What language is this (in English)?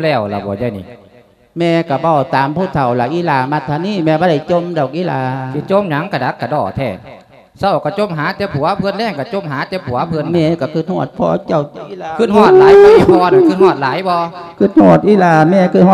Lao